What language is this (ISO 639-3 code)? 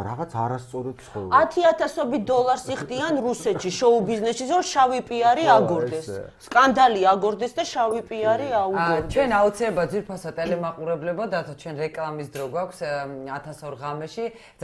kat